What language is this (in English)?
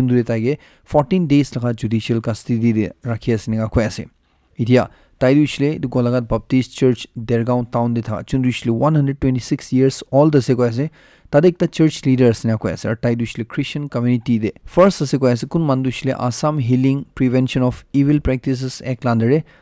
Naga Pidgin